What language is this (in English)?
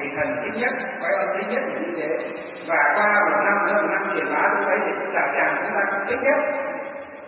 Vietnamese